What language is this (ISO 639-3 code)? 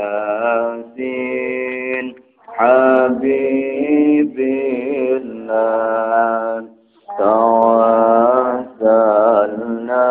jav